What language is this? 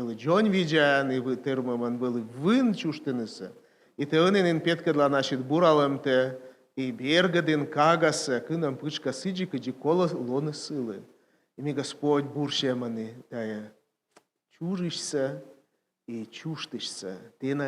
Komi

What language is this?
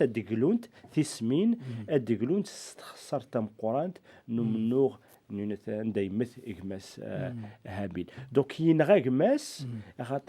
Kabyle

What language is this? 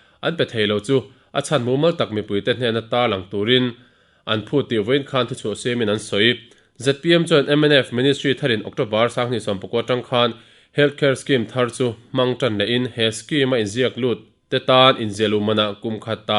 Mizo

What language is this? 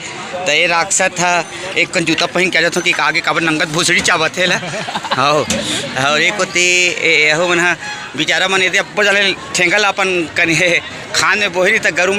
Chhattisgarhi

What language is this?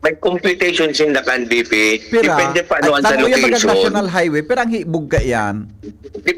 Bikol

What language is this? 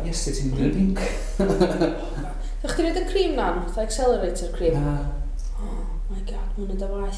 Welsh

